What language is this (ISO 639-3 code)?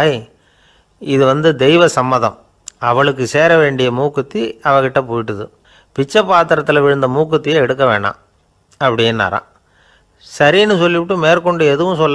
tam